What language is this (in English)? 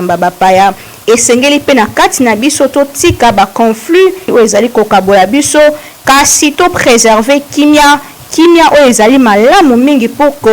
Lingala